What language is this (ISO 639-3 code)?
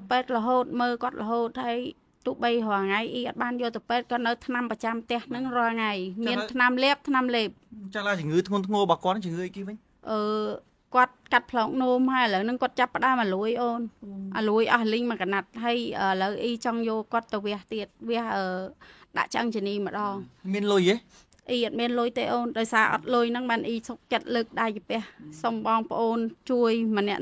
khm